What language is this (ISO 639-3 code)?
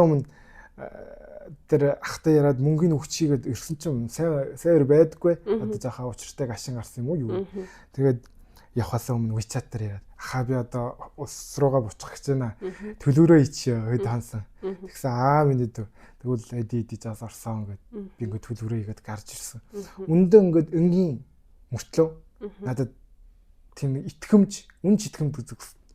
mon